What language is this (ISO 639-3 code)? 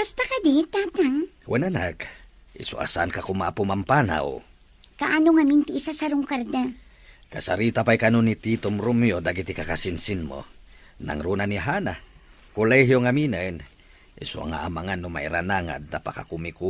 ilo